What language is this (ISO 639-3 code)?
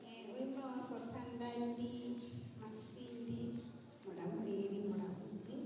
ven